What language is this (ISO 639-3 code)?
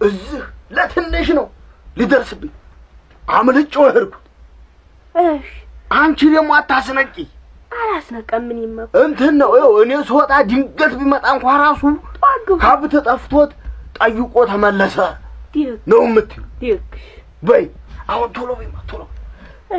amh